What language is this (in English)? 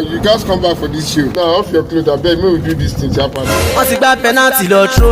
Nigerian Pidgin